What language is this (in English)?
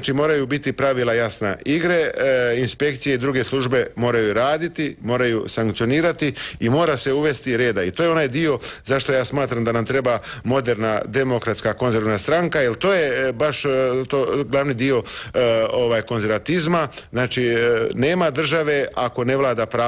Croatian